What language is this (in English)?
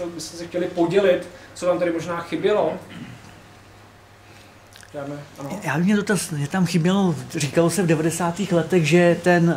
Czech